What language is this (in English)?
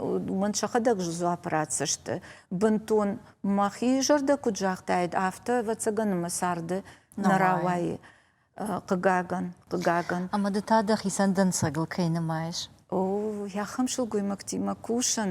Ossetic